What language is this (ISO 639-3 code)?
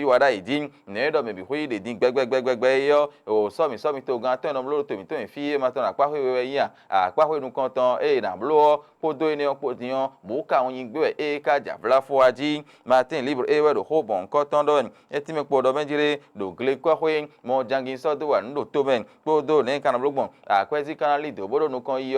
fon